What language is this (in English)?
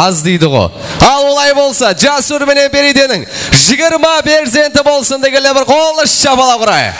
Kara-Kalpak